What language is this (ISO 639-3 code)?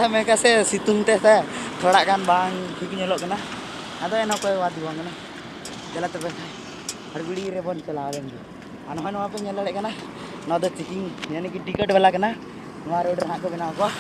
sat